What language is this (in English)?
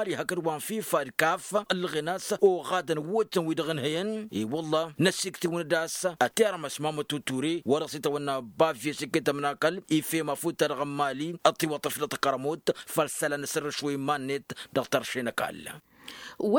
Tamasheq